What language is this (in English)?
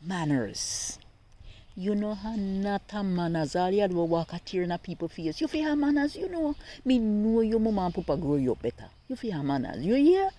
Jamaican Creole English